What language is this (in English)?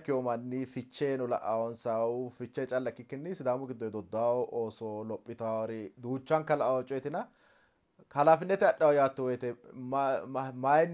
Sidamo